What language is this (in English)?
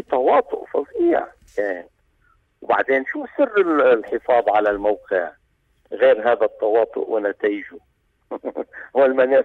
North Levantine Arabic